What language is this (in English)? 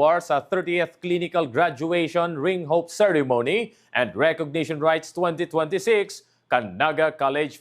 Bikol